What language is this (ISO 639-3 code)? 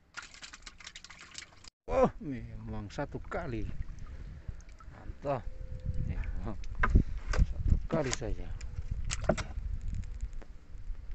ind